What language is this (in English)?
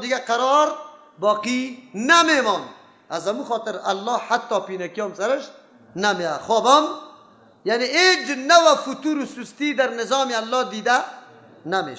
Persian